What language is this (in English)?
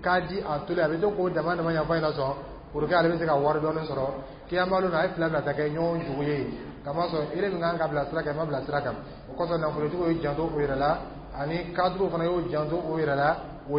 Dyula